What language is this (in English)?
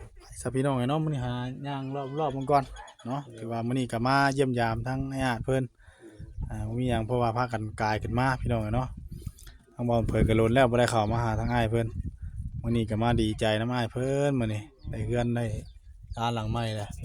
Northeastern Thai